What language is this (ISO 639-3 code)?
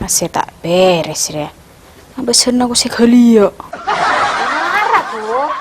mad